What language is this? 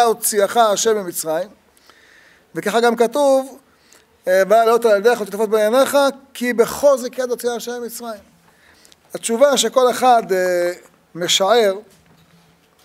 Hebrew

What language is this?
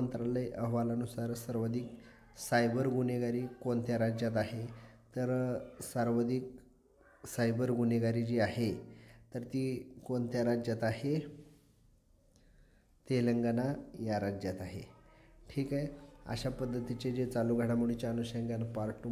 Marathi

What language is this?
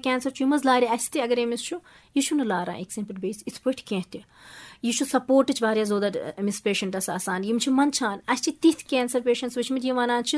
Kashmiri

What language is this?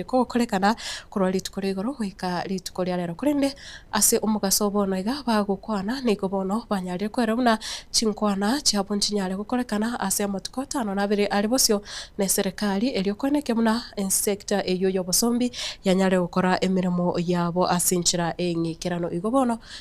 Gusii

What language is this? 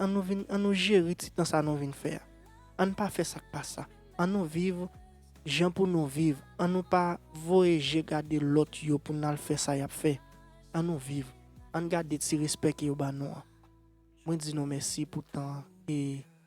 Haitian Creole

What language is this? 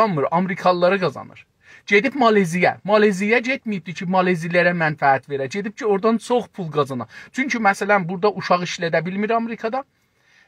South Azerbaijani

